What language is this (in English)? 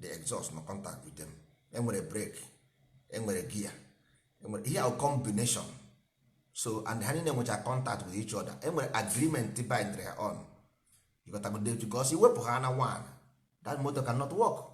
Igbo